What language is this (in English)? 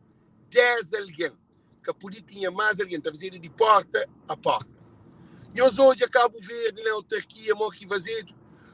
Kabuverdianu